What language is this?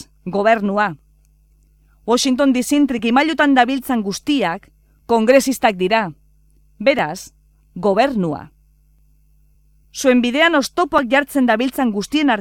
Basque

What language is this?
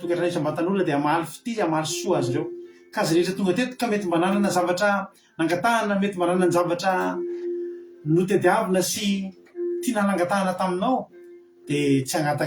Malagasy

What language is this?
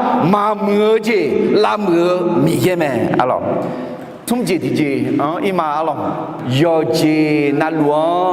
Akha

